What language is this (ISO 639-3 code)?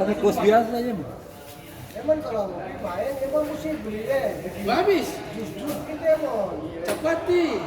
abs